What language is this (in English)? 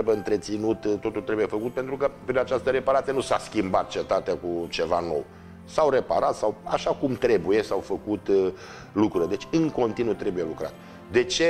Romanian